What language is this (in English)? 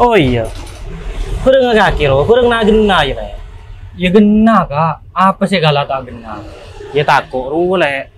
Madurese